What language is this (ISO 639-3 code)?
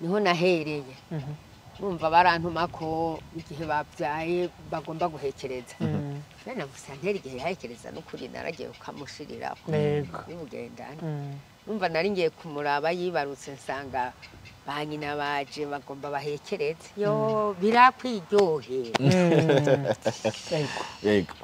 run